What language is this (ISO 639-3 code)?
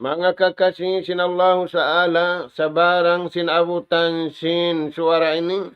tsg